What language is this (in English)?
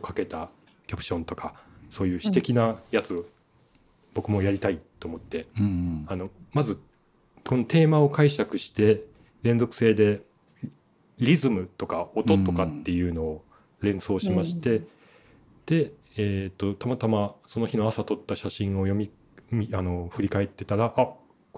Japanese